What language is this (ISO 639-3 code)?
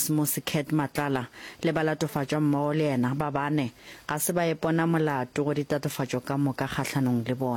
nso